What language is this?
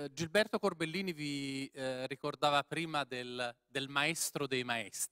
Italian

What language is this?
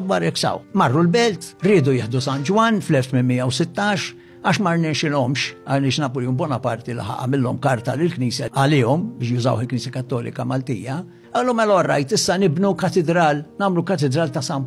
Maltese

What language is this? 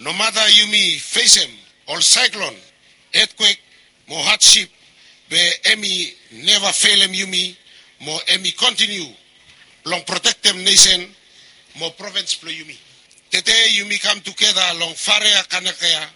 Bislama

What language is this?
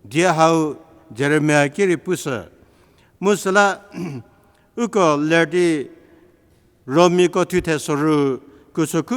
Angami Naga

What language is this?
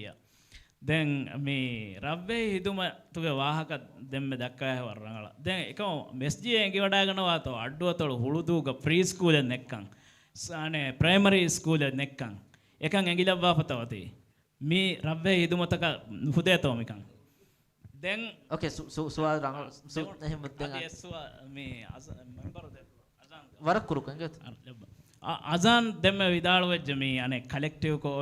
Divehi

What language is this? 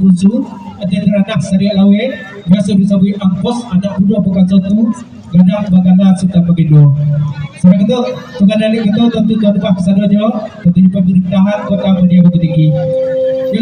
Minangkabau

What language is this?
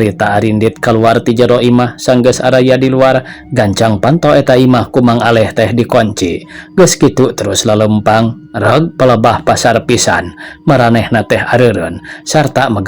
Sundanese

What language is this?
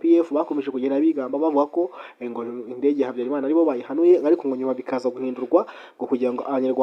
Kinyarwanda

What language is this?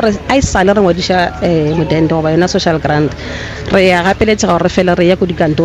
Northern Sotho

